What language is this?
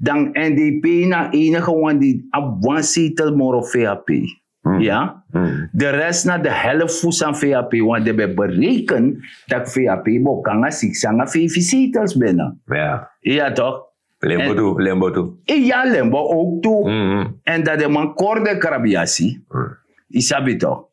Sranan Tongo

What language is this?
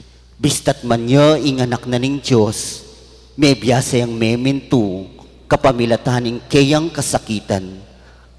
Pampanga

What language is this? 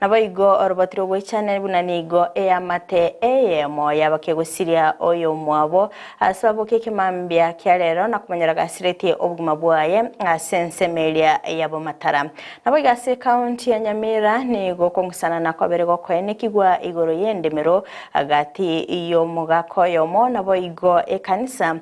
Gusii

